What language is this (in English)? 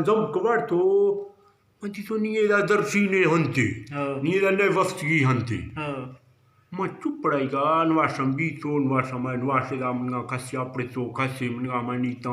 Eastern Balochi